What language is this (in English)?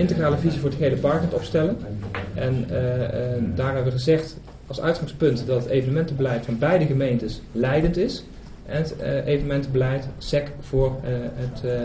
Dutch